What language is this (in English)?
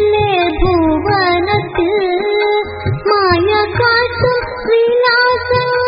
Malayalam